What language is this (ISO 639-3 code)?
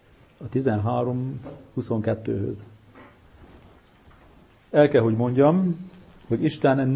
hun